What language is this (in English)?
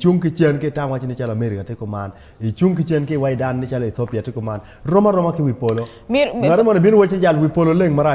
Acoli